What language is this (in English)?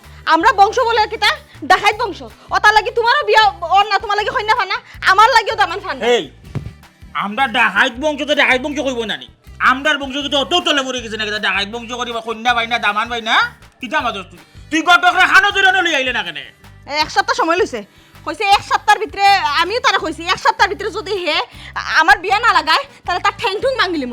Sylheti